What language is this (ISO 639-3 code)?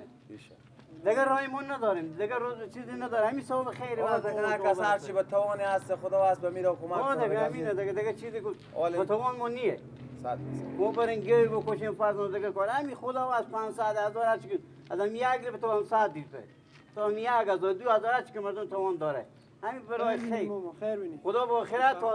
fas